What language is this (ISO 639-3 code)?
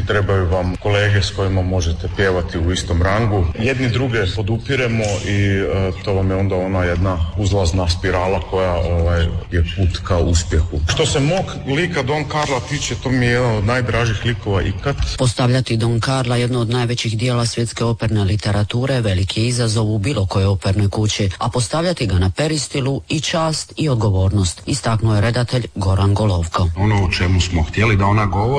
hrv